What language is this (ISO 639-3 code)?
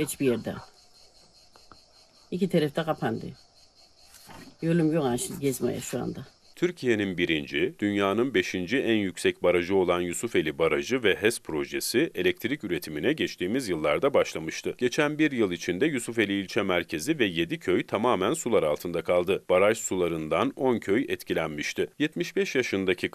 tur